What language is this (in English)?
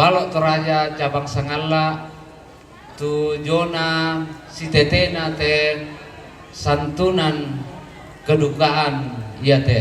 Toraja-Sa'dan